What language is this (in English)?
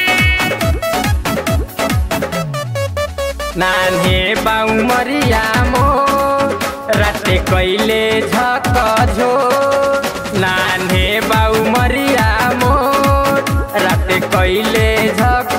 Bhojpuri